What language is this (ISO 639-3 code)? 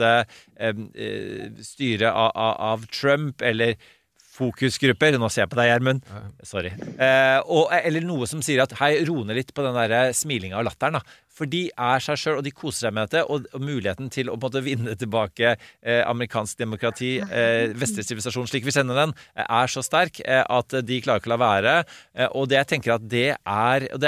nor